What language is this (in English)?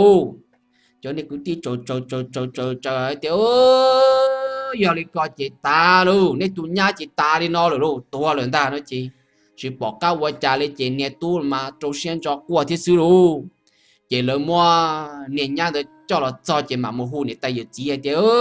Hmong